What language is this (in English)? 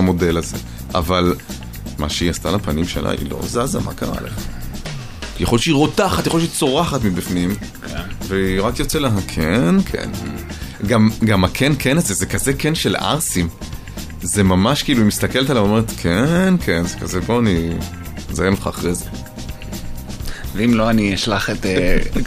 Hebrew